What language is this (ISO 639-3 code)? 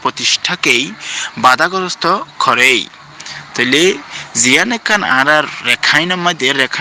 rhg